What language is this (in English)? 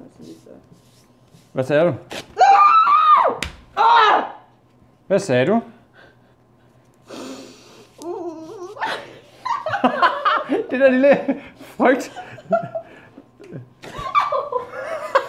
Danish